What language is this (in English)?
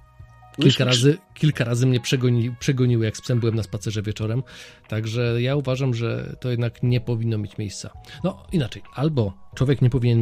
Polish